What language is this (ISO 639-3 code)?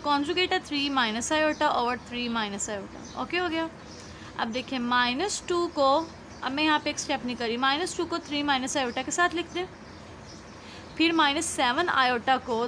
hin